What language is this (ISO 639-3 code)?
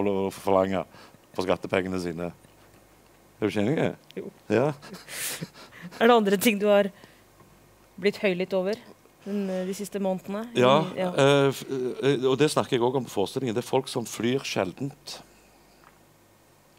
nor